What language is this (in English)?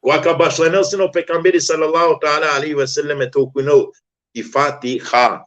Balkan Romani